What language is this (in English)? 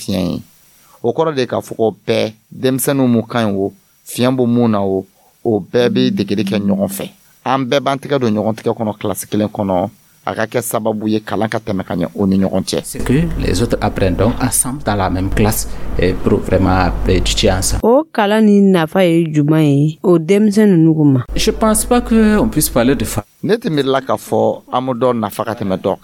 Dyula